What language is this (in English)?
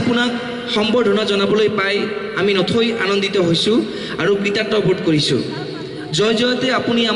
Assamese